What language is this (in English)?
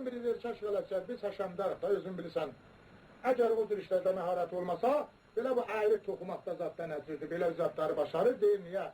South Azerbaijani